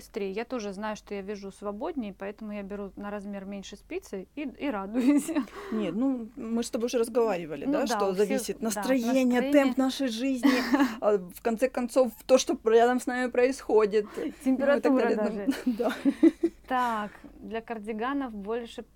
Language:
Russian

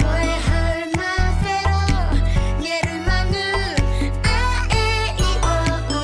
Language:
Māori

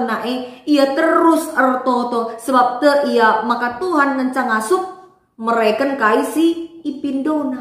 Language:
Batak Karo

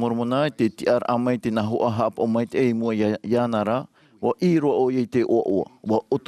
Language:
Tahitian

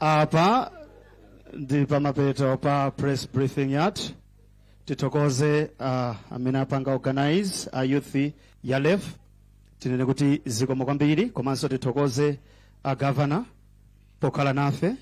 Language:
Nyanja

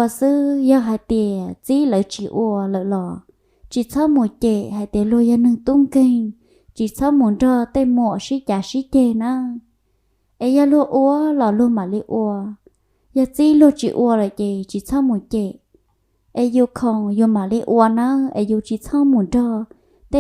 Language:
Hmong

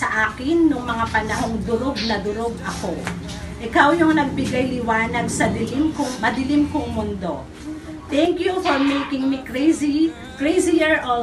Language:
Filipino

